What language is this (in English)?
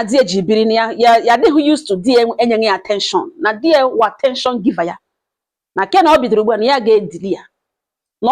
Igbo